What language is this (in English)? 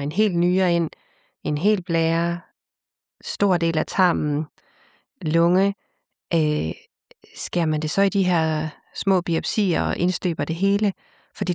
Danish